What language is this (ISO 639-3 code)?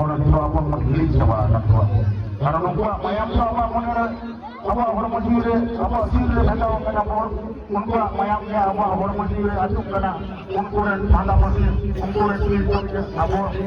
sat